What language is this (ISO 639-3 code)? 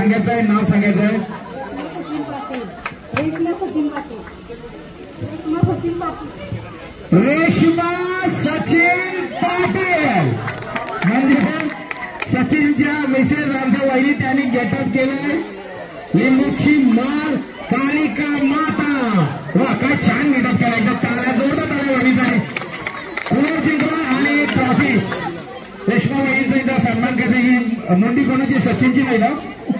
mar